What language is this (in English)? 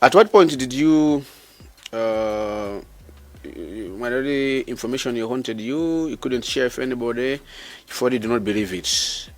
Nyanja